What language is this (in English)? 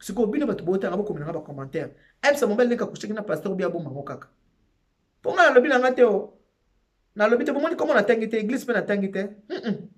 Lingala